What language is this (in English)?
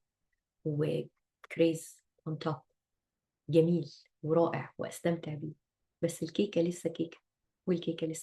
Egyptian Arabic